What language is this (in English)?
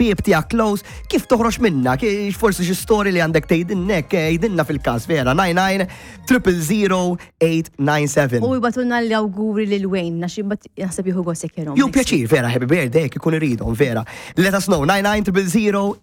Maltese